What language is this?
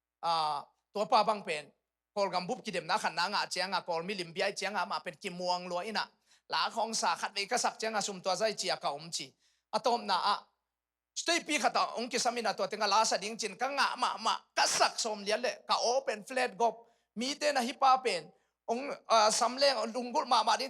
Tedim Chin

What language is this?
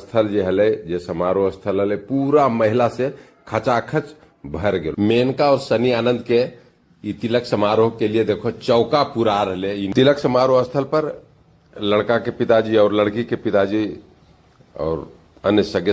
Magahi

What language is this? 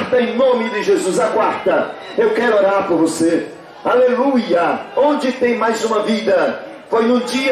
Portuguese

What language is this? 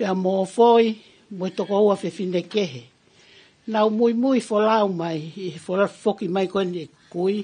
Tongan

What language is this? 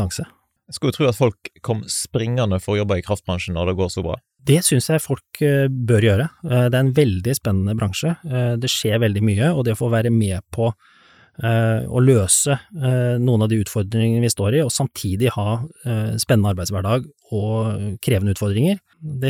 Norwegian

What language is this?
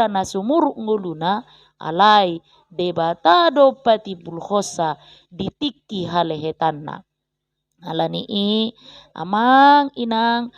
Batak Toba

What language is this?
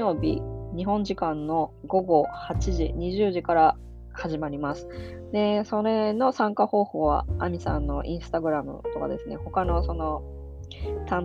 Japanese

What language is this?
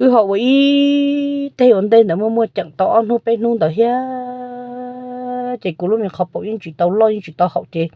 Hmong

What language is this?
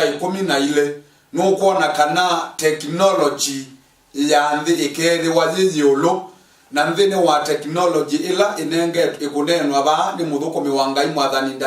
Kamba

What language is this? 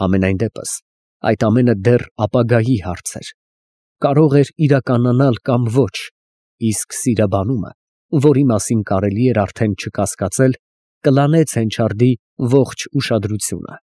Armenian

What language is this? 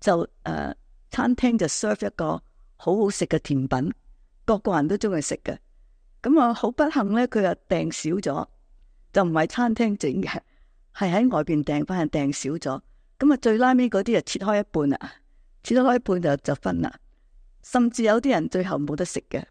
Cantonese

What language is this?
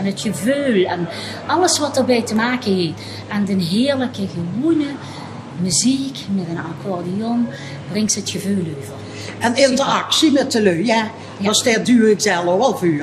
Limburgish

